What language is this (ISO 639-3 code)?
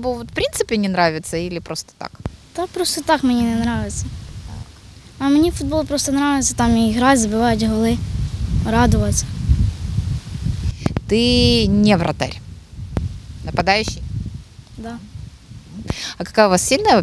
ukr